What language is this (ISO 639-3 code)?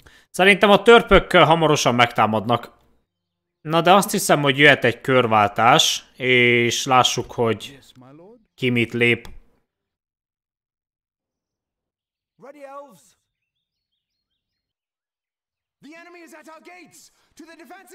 hun